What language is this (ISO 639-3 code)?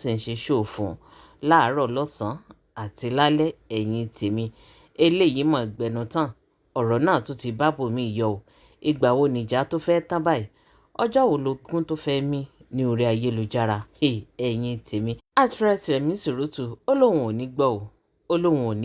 yor